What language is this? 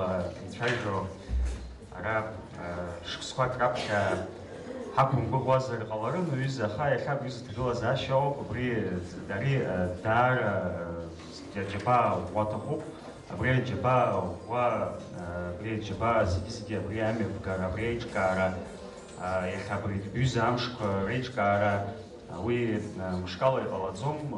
Abkhazian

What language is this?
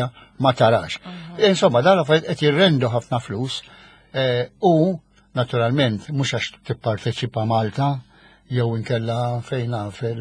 Maltese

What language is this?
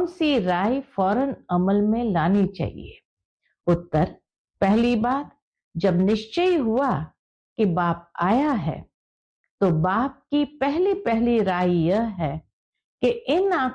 Hindi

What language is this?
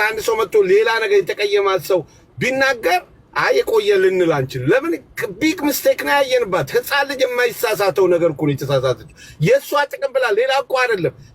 Amharic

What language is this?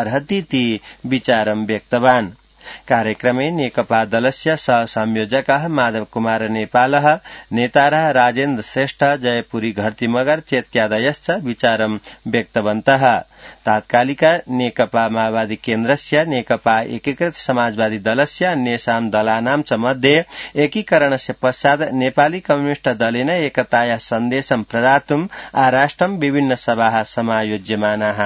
Sanskrit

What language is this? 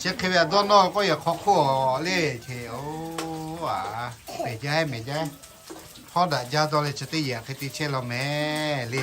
Lahu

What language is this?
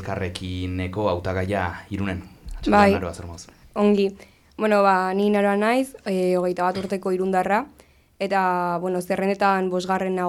Basque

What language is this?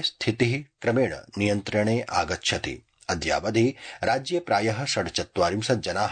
Sanskrit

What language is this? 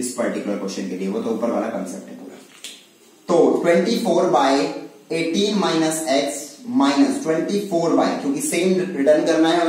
Hindi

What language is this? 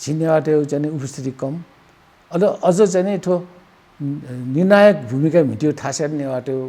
Newari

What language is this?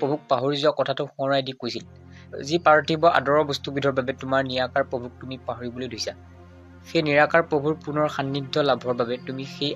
Assamese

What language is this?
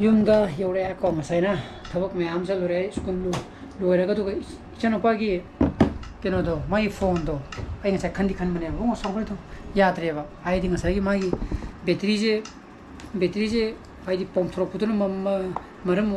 Manipuri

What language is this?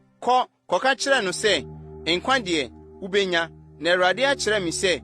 Akan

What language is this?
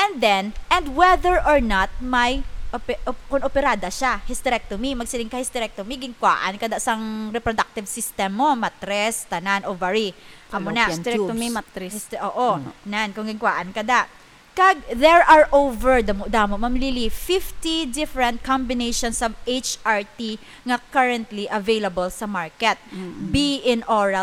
Hiligaynon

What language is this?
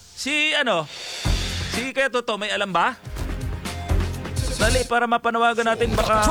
Filipino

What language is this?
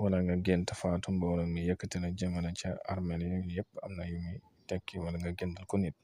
Wolof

